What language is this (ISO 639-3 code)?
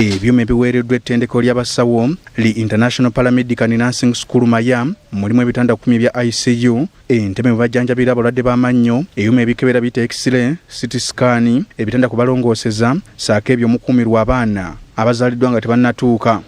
lug